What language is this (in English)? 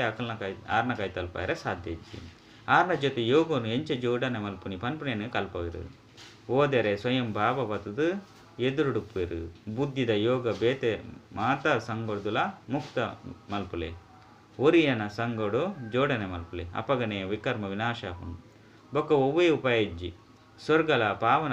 Tulu